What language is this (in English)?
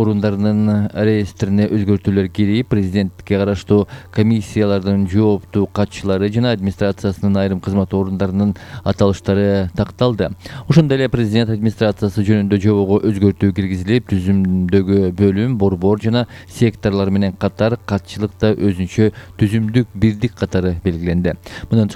Kyrgyz